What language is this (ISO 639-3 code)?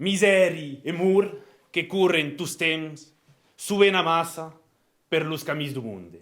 oci